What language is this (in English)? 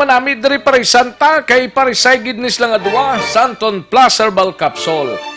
Hiligaynon